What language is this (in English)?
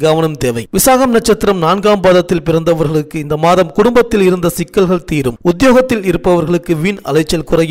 Tamil